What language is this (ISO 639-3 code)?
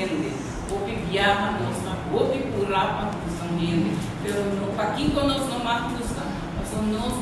pap